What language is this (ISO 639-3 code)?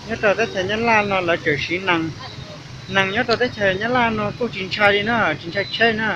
hmn